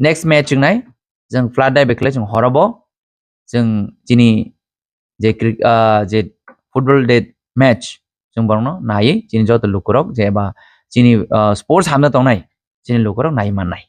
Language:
Kok Borok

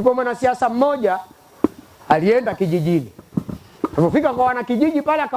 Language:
Swahili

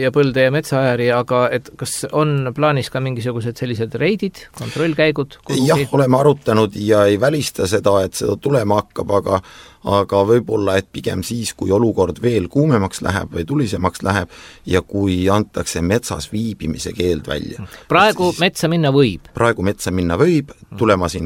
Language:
Estonian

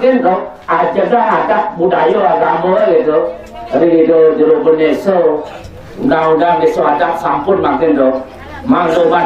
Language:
Balinese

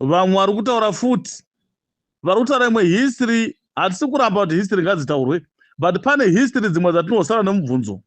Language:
Shona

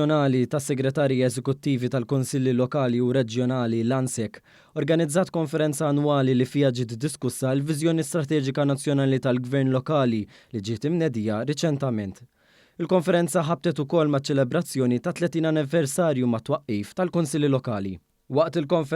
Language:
Maltese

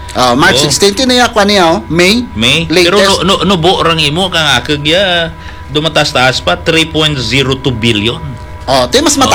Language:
Hiligaynon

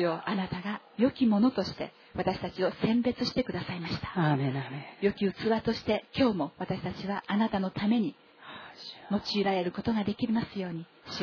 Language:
Japanese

